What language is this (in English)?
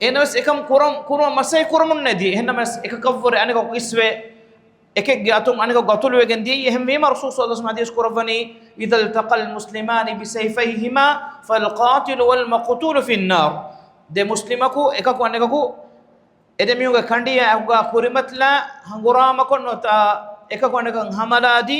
Divehi